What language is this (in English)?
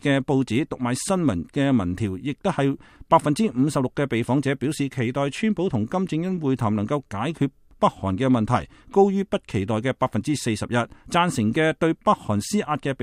Cantonese